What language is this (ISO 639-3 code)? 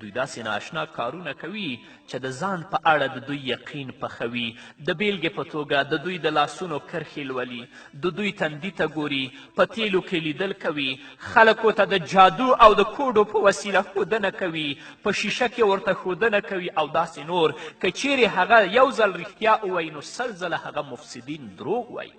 pus